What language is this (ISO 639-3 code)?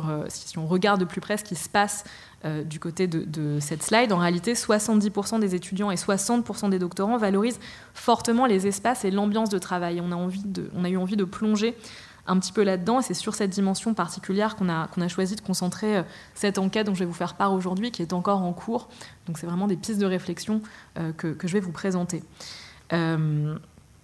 fra